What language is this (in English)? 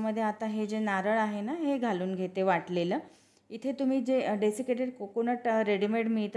Marathi